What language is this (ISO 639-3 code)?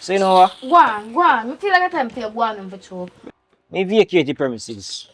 jam